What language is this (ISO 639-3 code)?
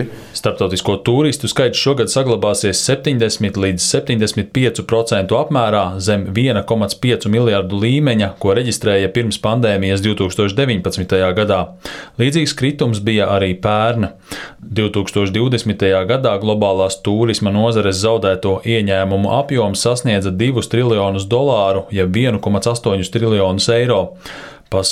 lav